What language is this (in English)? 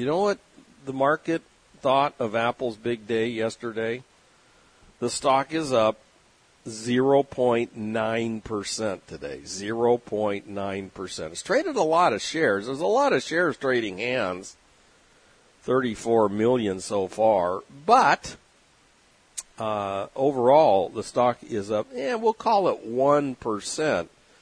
English